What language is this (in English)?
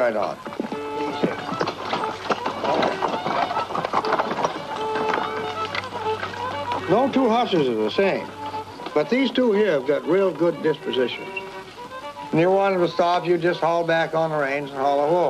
English